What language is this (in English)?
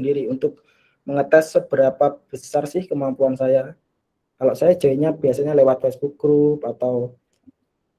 Indonesian